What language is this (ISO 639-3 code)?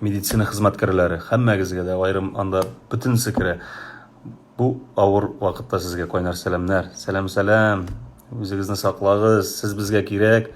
tat